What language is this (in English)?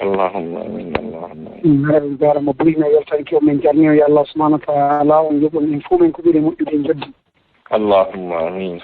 Fula